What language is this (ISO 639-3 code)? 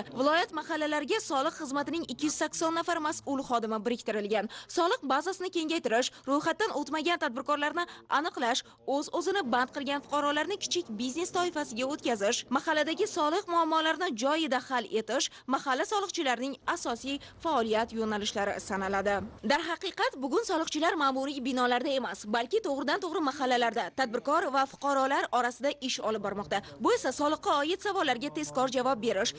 uzb